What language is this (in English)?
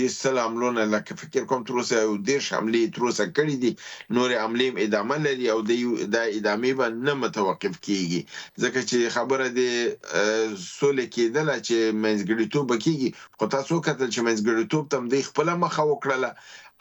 Pashto